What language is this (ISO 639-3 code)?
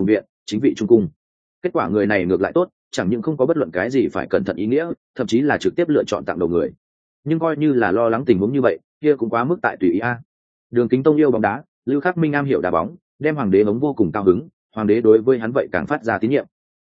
vie